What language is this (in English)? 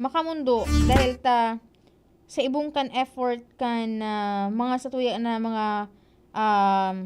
Bikol